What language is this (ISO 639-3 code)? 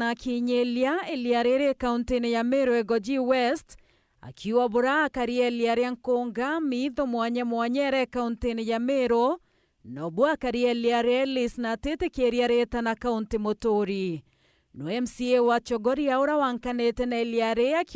mer